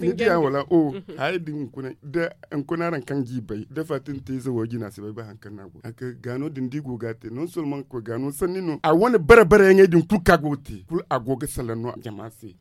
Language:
Zarma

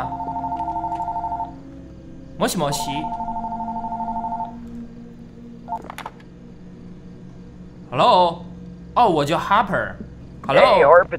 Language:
Chinese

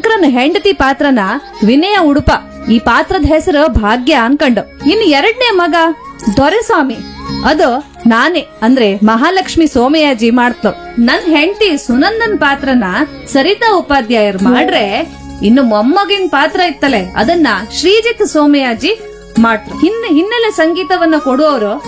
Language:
Kannada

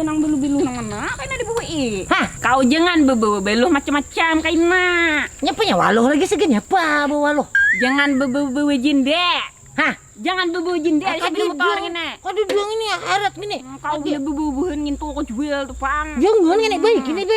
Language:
Banjar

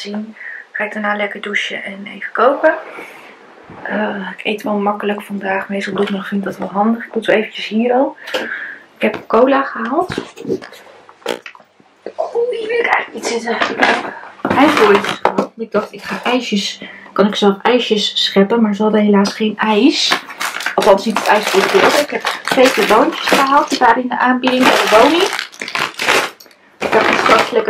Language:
Dutch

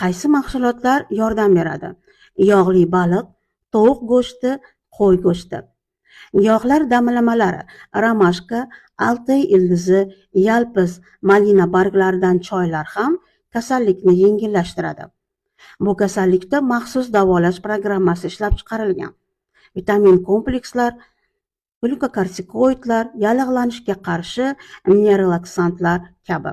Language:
Uzbek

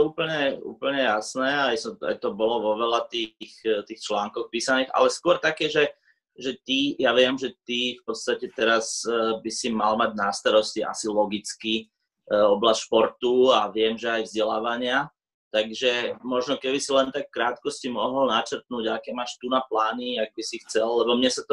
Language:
Slovak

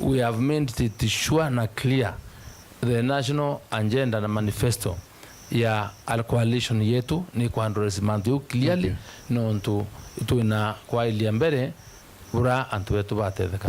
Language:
Meru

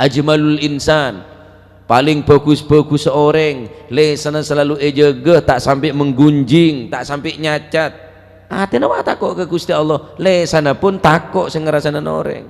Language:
Madurese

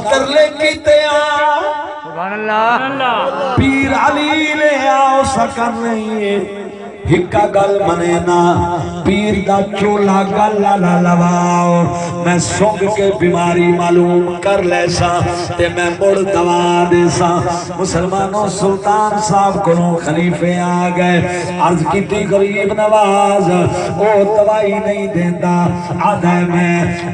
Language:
Saraiki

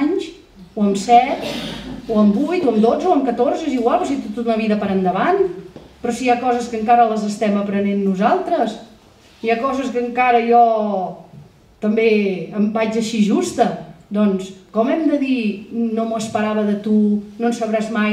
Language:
Catalan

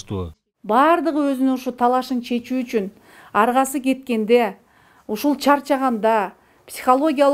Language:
Kyrgyz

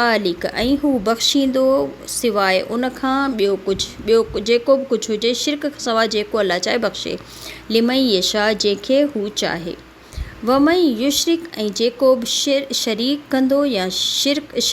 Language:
Sindhi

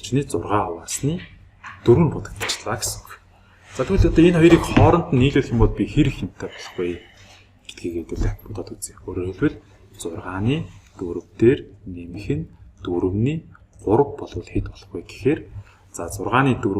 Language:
Mongolian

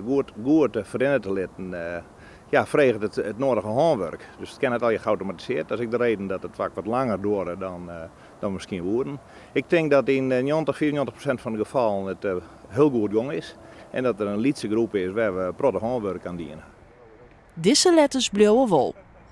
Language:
Western Frisian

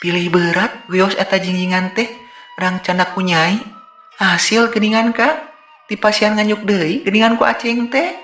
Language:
Sundanese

